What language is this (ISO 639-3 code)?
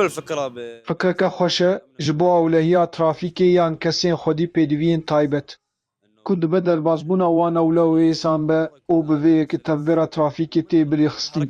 kur